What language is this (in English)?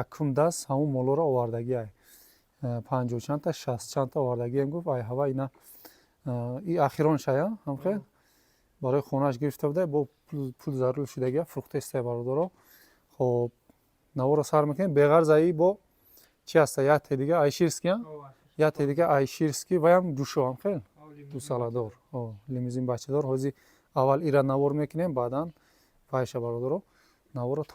Tajik